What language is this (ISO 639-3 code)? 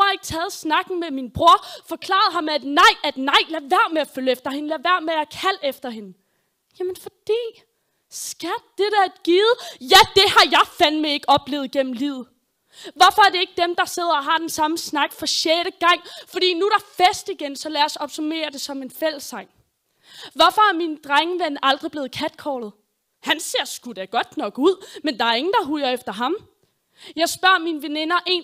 dan